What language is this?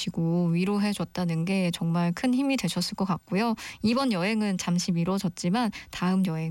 Korean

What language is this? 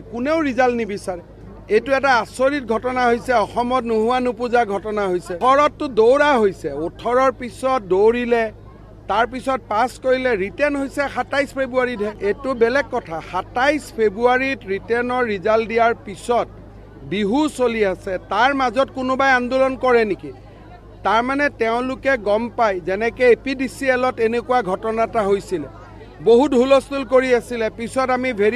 Assamese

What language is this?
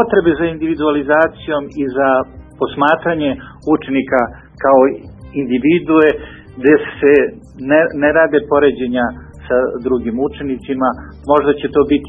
Serbian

